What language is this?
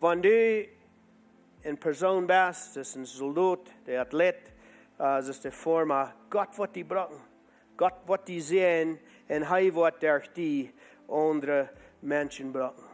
Plautdietsch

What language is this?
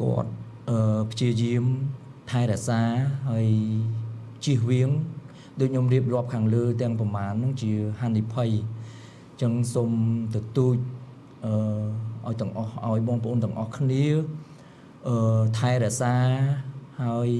Khmer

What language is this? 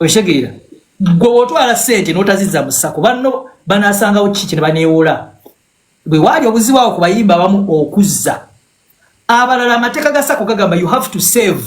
Ganda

